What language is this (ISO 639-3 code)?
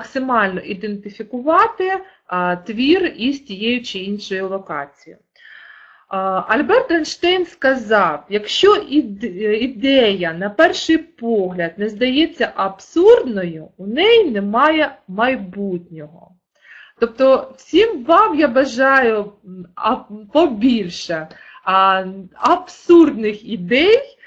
ukr